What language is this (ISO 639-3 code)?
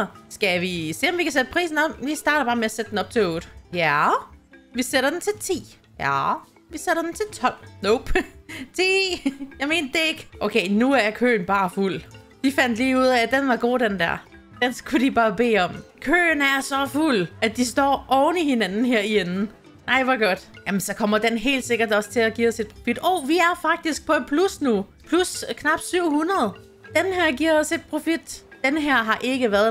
dan